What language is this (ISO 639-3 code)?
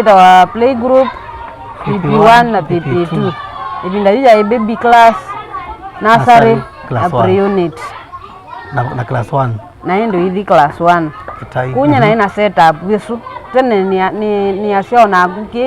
kam